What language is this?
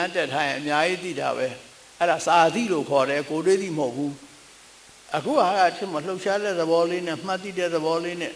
Burmese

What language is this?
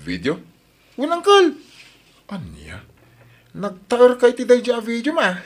Iloko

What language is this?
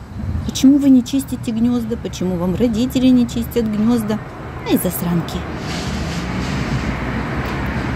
Russian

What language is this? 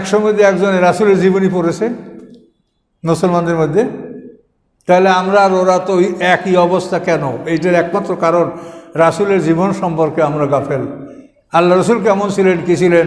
Bangla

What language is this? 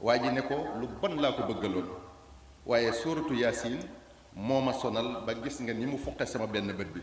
Wolof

